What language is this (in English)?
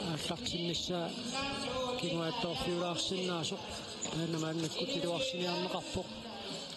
Kalaallisut